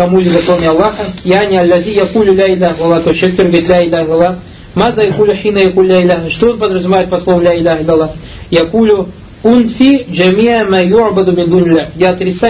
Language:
Russian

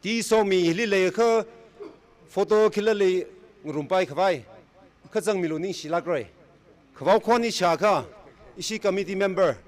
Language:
Tangkhul Naga (India)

